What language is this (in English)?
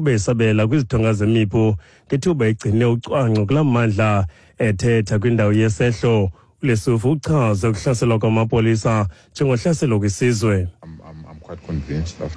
Xhosa